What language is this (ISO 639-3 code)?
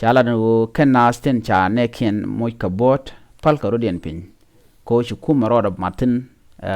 nus